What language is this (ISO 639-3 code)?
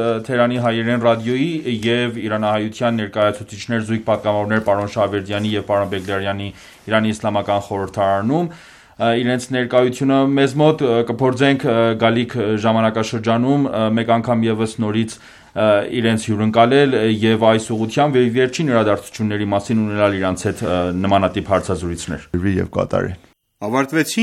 hye